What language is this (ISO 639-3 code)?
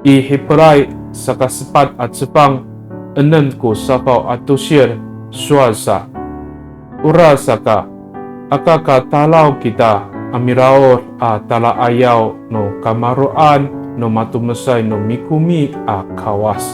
ami